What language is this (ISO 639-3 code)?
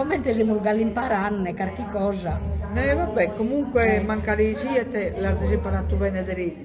srd